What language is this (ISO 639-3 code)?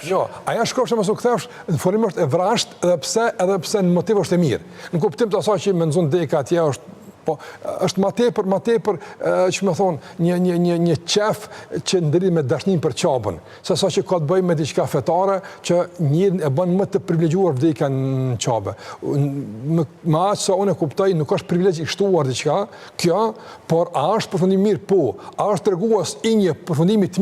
sqi